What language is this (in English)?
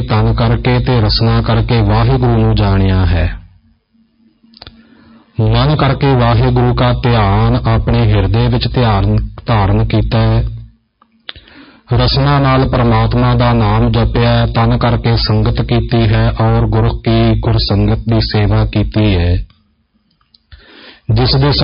Punjabi